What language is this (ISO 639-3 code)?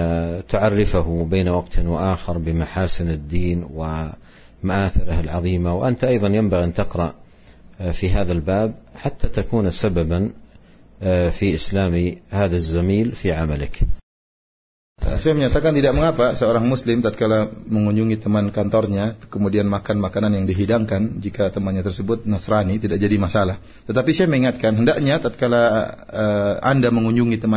ind